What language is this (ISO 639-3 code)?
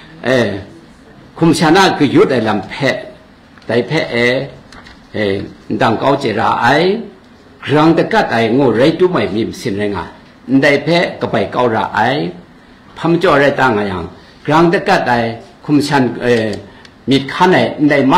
kac